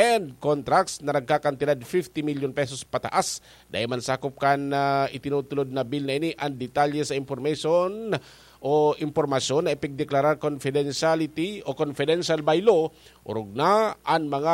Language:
Bikol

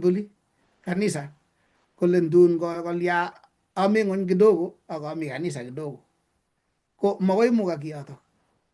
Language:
Kalenjin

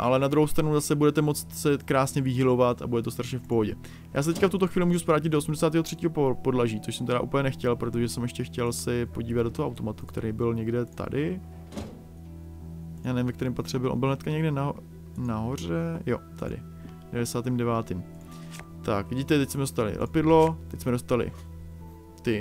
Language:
Czech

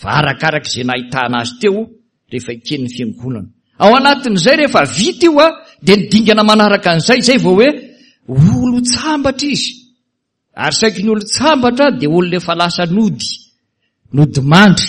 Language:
Malagasy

